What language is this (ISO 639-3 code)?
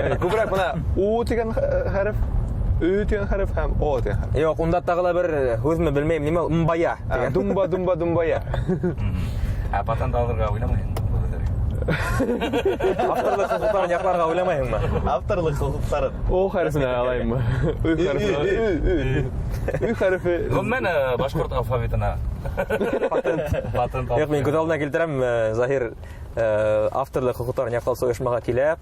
bak